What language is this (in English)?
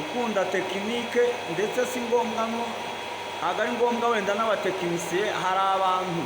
Kinyarwanda